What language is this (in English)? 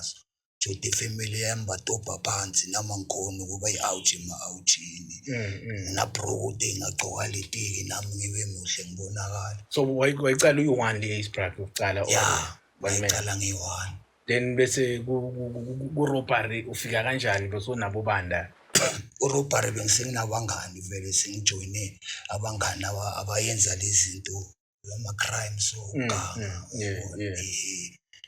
Zulu